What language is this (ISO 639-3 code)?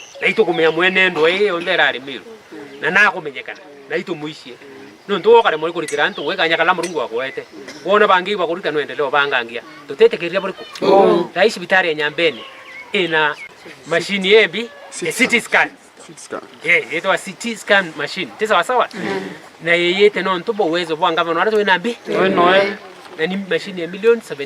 mer